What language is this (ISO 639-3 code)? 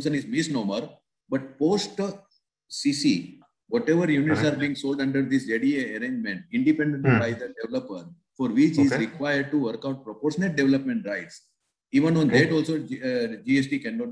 eng